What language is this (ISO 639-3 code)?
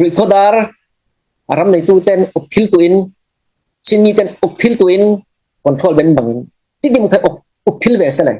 cfm